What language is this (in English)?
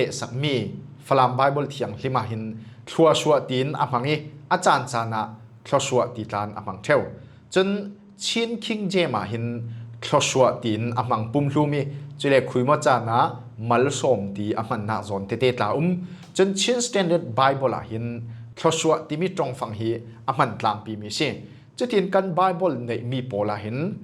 Falam Chin